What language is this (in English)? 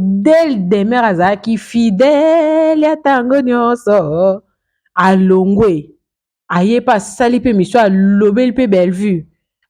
Lingala